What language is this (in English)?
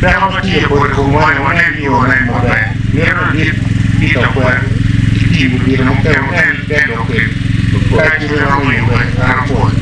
Acoli